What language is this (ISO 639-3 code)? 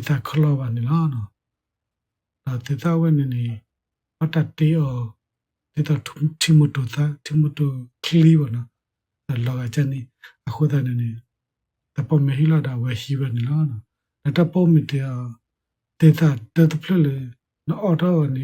ksw